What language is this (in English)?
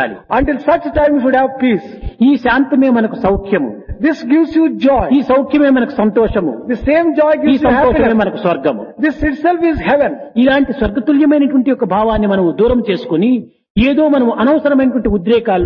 Telugu